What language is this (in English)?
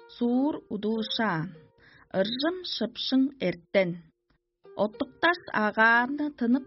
Tuvinian